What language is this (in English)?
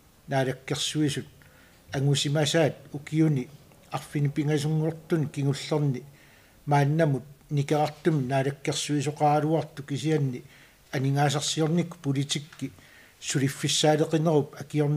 Kalaallisut